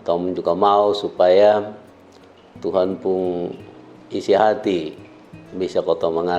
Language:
Kupang Malay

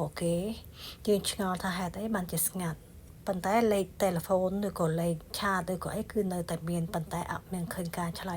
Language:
Khmer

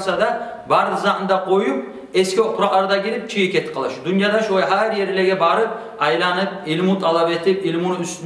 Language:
Kumyk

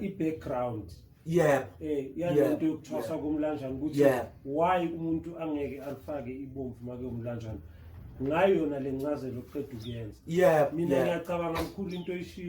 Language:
Zulu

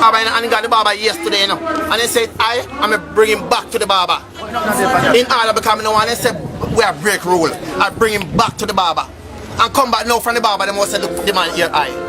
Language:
Jamaican Creole English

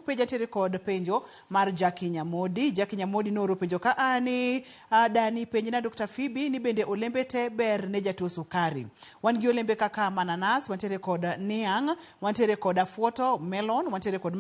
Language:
Luo (Kenya and Tanzania)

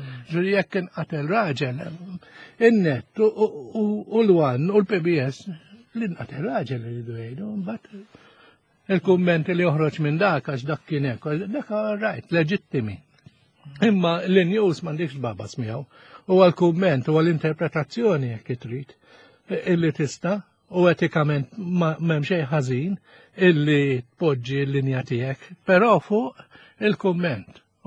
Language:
Maltese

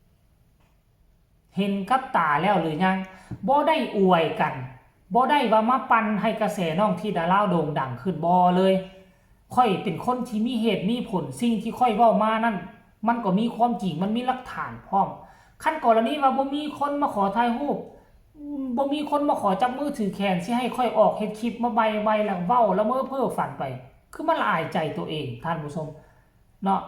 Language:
Northeastern Thai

